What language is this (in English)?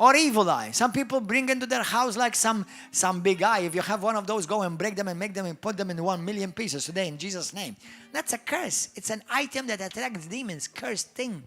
English